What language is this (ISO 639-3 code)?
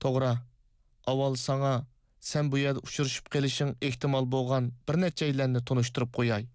uig